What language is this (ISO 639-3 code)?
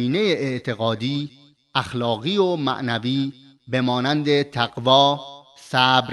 fas